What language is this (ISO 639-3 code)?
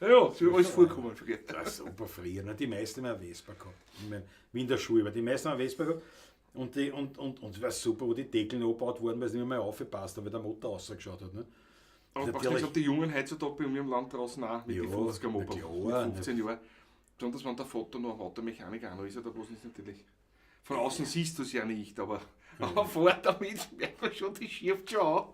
bar